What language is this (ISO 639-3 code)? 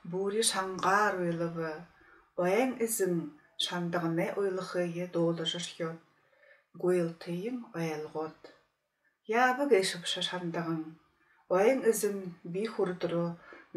bua